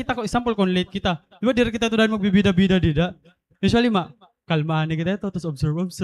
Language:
Waray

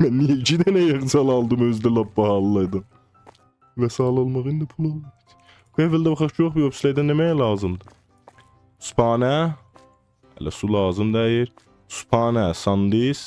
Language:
South Azerbaijani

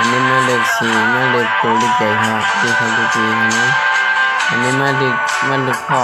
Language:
Shan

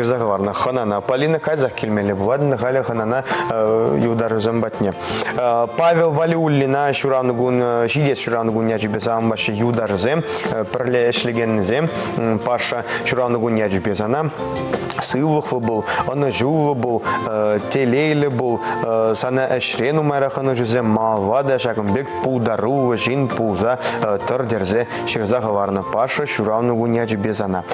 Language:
Chuvash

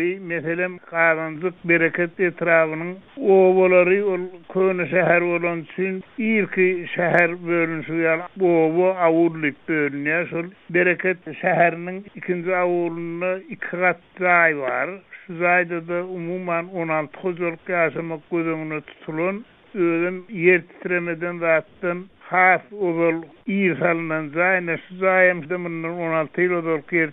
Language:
Turkmen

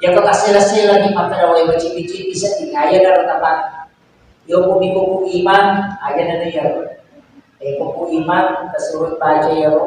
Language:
Buginese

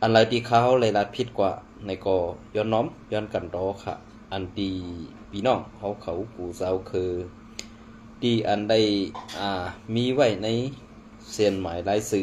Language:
Shan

